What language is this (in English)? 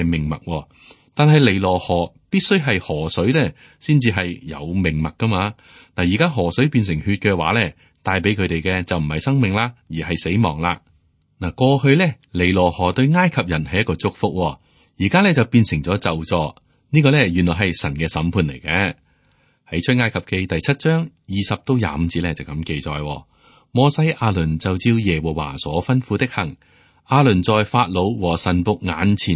Cantonese